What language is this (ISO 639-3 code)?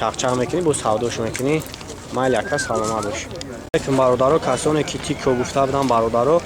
tgk